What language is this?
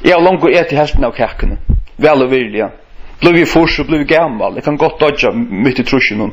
Faroese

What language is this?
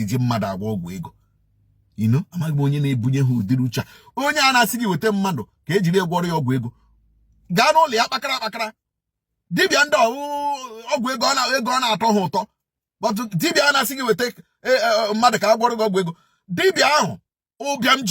Igbo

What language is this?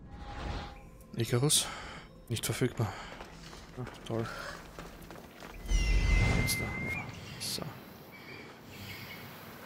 German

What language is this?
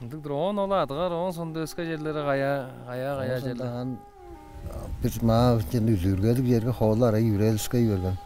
Tuvinian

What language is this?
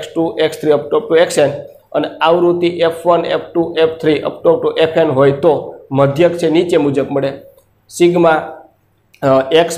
Gujarati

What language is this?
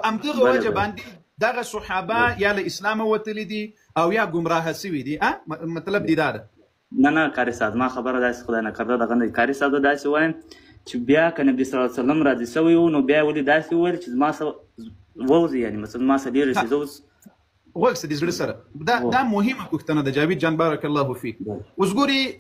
Pashto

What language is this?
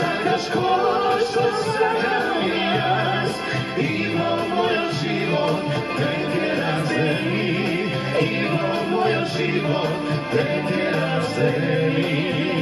Macedonian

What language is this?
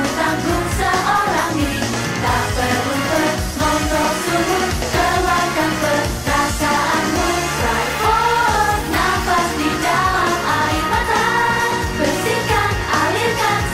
Indonesian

